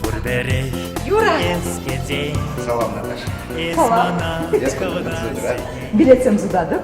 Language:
Chuvash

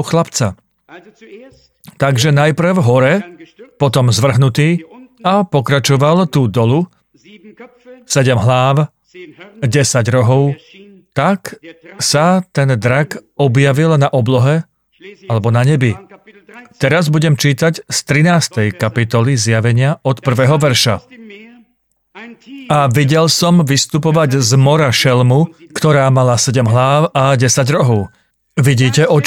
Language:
Slovak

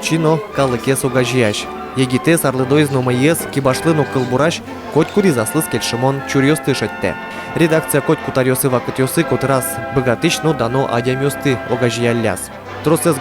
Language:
Udmurt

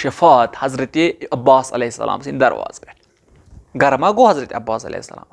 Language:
Kashmiri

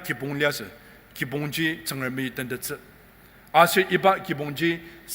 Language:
Ao Naga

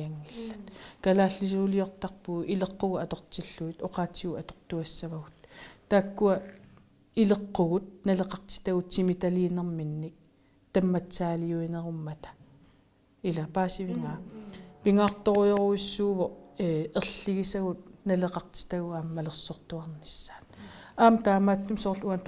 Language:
Kalaallisut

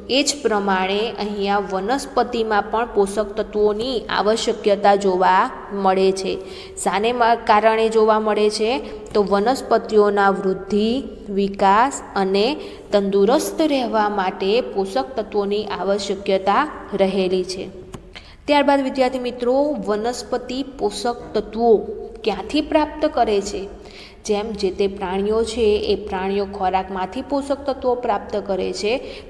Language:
Gujarati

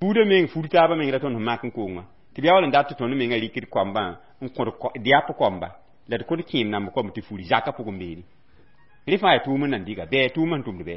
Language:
Mossi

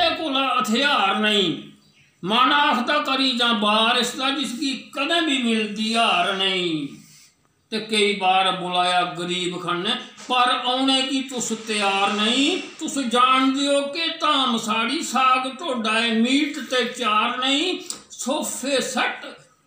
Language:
Dogri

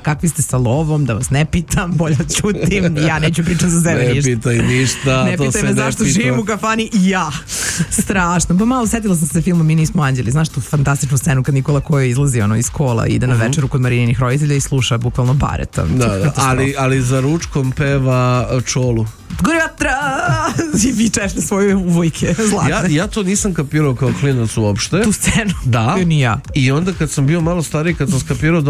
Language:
Serbian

